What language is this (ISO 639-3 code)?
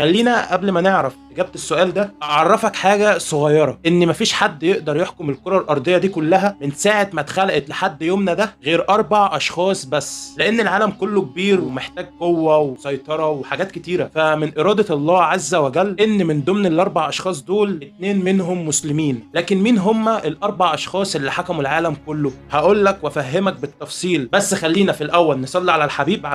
arz